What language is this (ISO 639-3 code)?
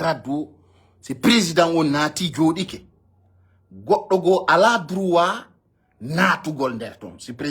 ful